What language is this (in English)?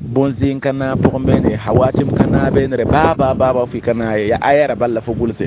Mossi